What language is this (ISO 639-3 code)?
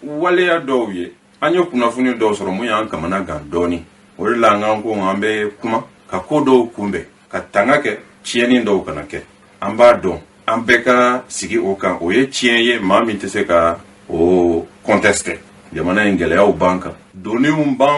bam